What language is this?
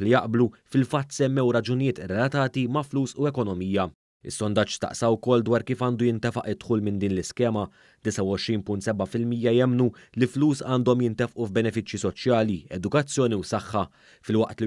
Maltese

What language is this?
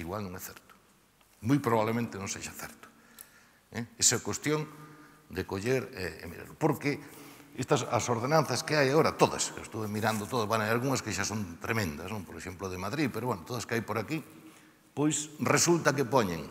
Galician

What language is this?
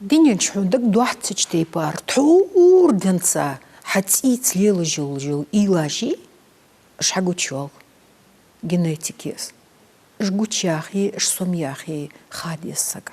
Ingush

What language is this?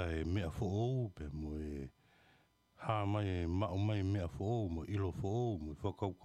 Tongan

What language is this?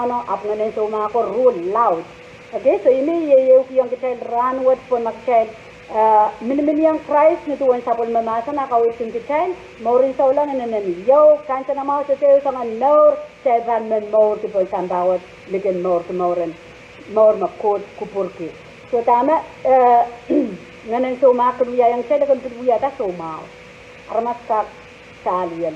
Pohnpeian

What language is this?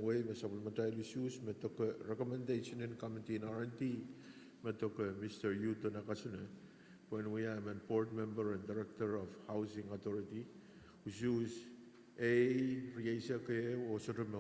Pohnpeian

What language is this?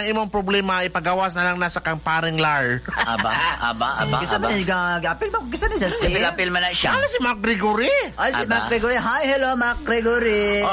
Cebuano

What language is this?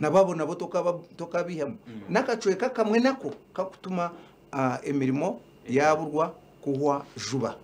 Nyankole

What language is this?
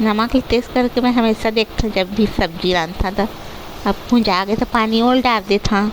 Chhattisgarhi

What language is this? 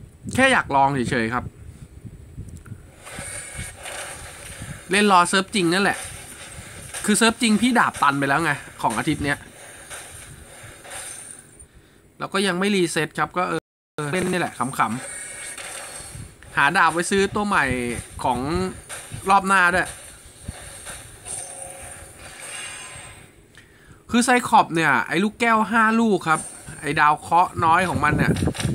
Thai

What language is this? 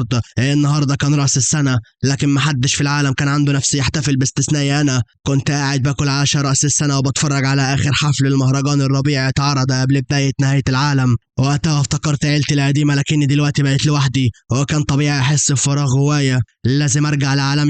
Egyptian Arabic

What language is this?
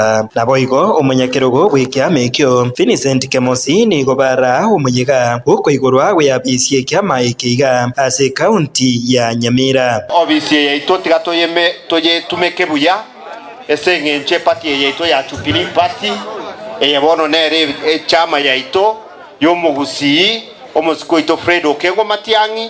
Gusii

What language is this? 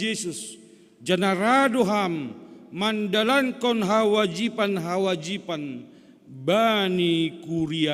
Batak Simalungun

